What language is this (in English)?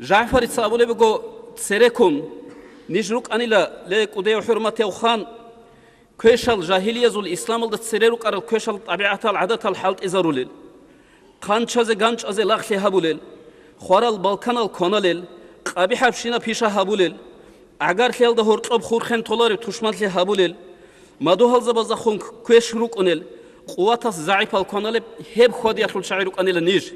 Avaric